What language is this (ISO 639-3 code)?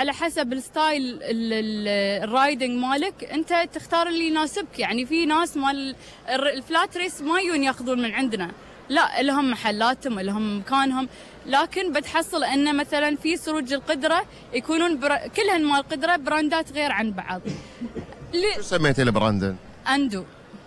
afb